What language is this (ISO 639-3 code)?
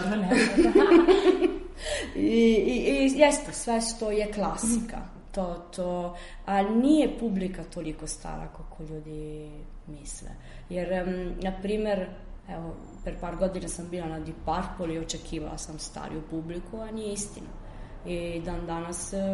srp